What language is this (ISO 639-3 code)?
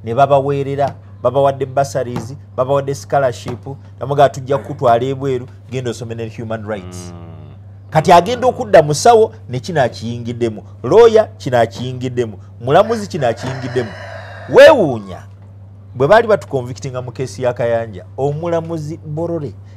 lug